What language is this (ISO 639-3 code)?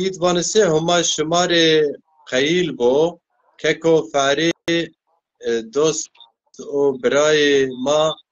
zza